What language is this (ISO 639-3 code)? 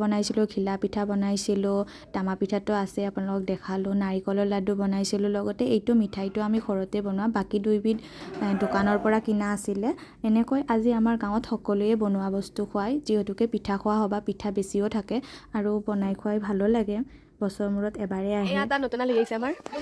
asm